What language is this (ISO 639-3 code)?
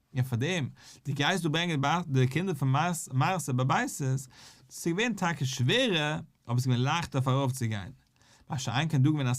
yid